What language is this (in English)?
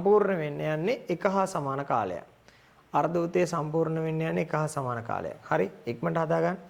Sinhala